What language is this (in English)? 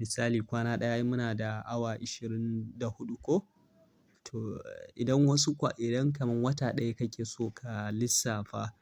Hausa